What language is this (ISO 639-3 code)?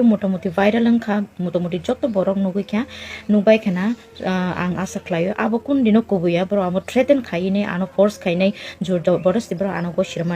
trp